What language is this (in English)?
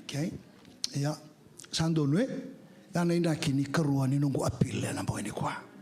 Fijian